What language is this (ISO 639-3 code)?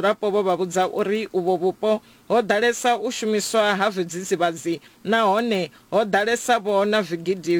ven